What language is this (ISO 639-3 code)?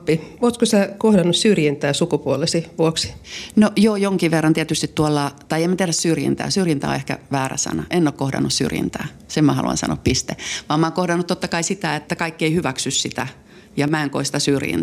fin